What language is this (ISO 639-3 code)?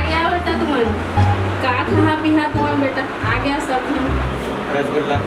hne